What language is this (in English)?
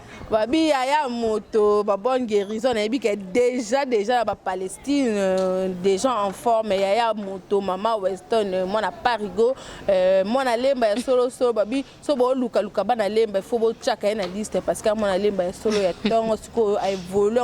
Lingala